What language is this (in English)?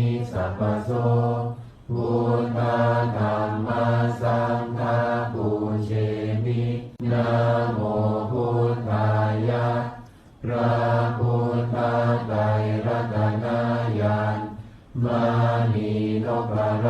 Pali